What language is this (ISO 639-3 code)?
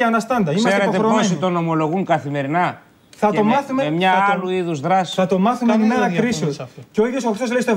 ell